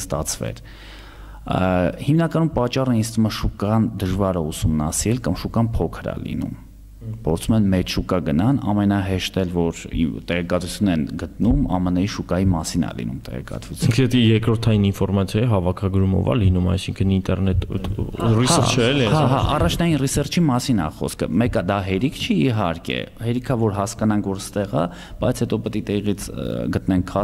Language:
Armenian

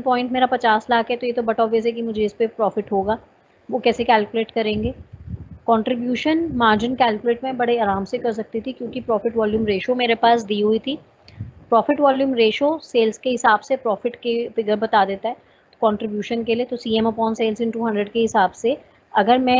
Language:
Hindi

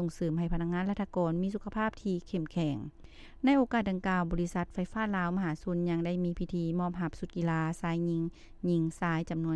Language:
Lao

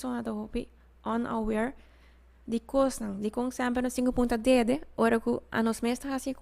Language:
Papiamento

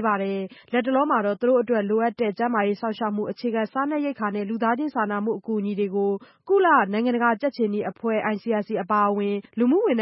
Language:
Burmese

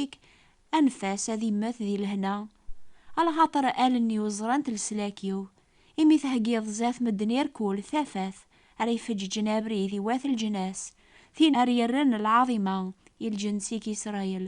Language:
Kabyle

